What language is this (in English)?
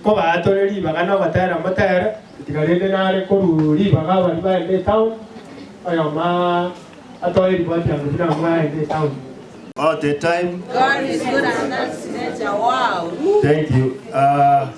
Gusii